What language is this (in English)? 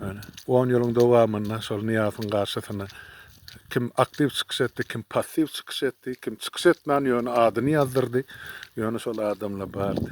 Turkmen